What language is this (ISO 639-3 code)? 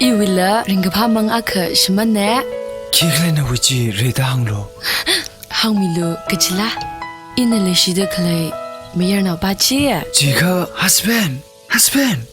nmf